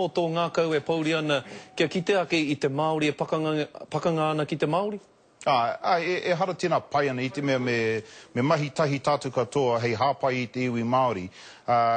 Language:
Māori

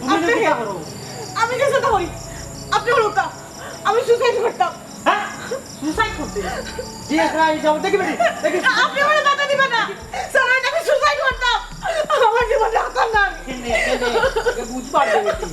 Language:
Sylheti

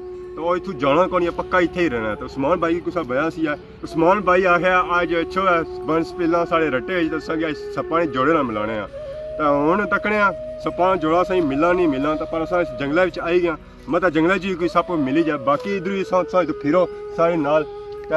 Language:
Pahari-Potwari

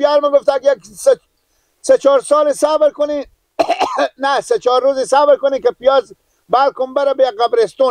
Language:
Persian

